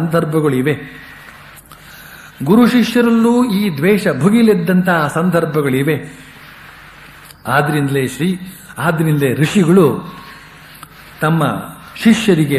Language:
Kannada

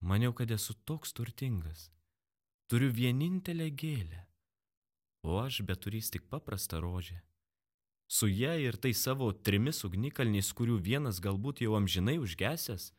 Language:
Lithuanian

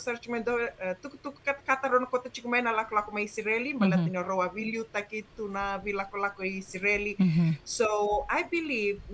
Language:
Fijian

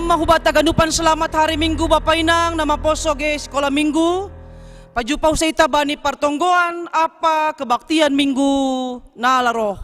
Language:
Batak Simalungun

